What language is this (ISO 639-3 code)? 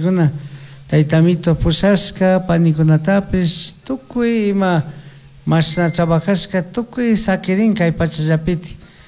qug